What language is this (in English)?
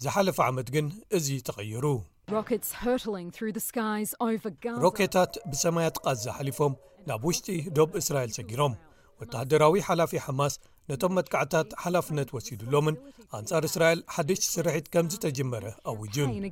Tigrinya